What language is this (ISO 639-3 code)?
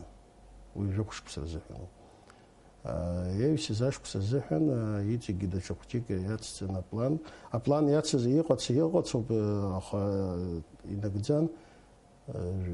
abk